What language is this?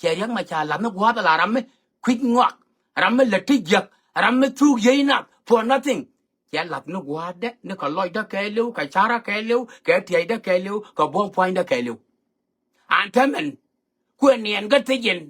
Nuer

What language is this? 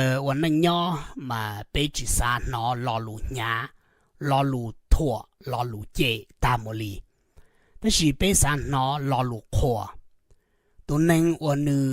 Hmong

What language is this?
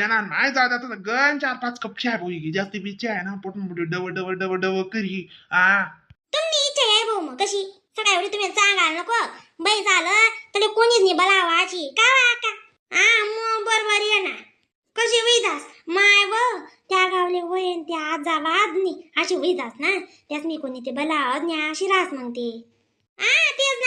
Khandesi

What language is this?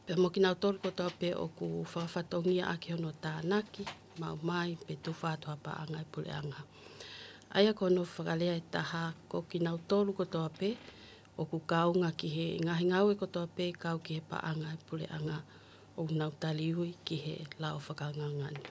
Tongan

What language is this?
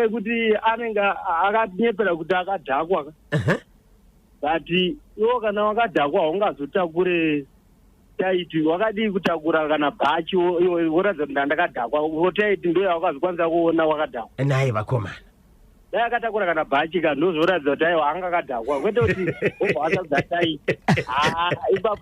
Shona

